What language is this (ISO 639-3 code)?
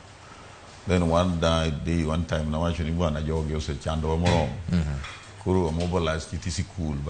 luo